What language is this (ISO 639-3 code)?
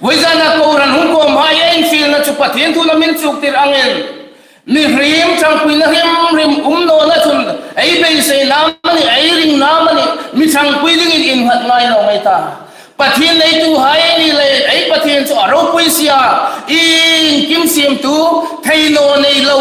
hmr